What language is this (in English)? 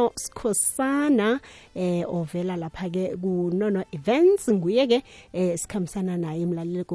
South Ndebele